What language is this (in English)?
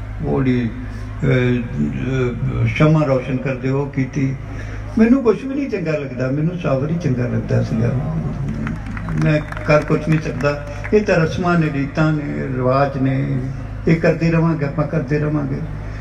Punjabi